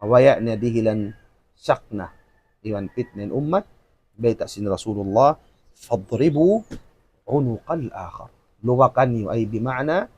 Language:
Tausug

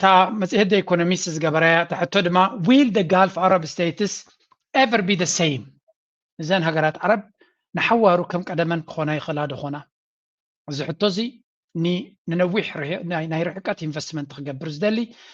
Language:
Tigrinya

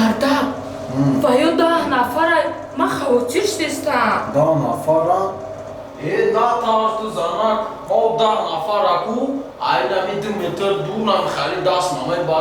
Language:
Tajik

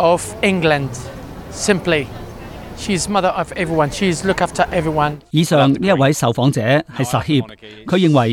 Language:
Cantonese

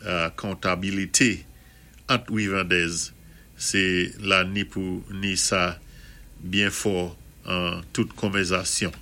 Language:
Saint Lucian Creole French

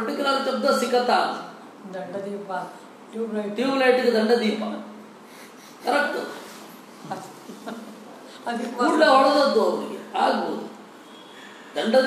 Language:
Kannada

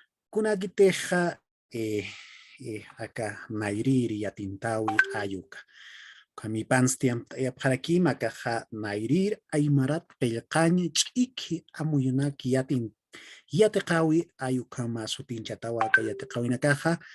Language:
Aymara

